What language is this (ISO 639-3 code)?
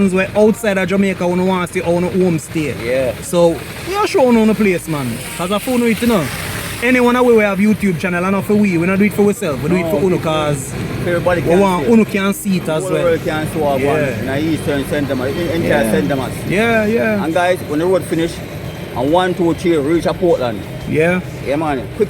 jam